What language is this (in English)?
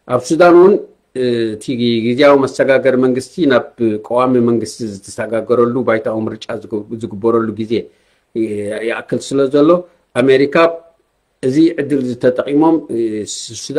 Tigrinya